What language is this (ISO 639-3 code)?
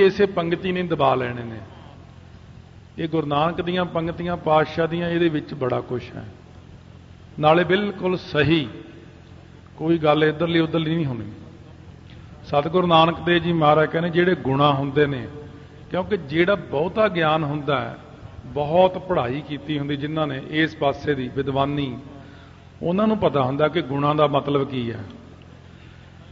pan